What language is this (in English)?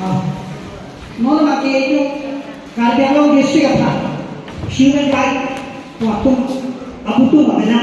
Karbi